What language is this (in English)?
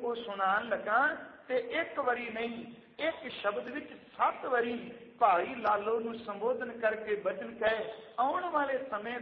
Punjabi